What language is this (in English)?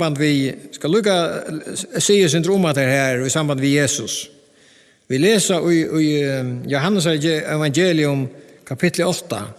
Faroese